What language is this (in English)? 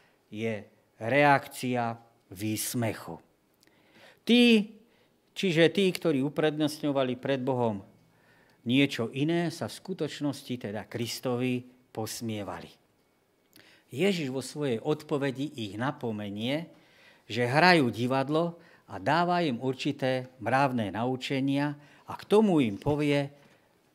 Slovak